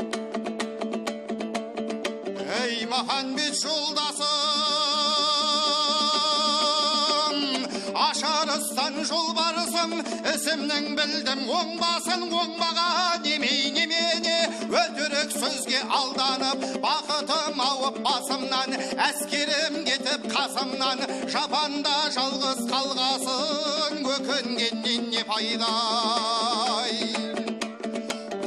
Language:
Kazakh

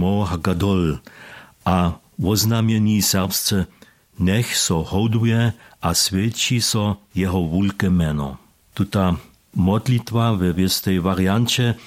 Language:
Upper Sorbian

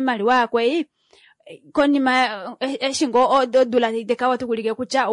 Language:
Kuanyama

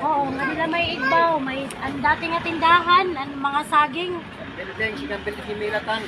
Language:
Waray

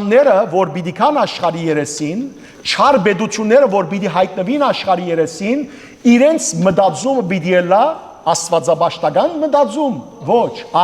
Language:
Western Armenian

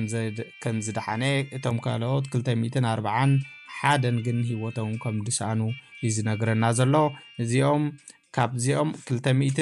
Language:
Tigrinya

